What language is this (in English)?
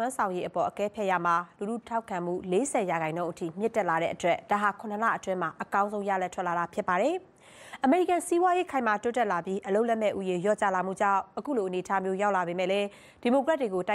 Burmese